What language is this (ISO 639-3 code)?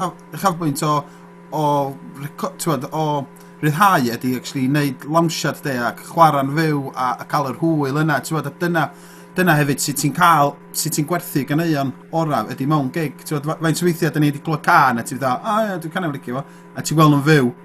cym